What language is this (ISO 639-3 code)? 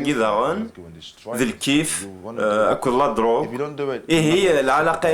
kab